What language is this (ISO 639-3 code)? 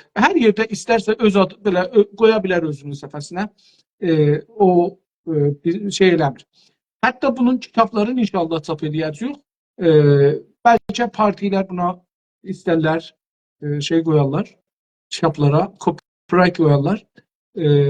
azb